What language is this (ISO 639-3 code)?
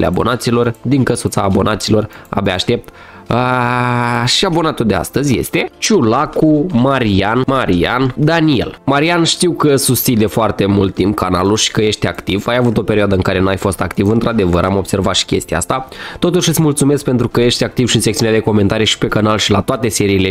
ron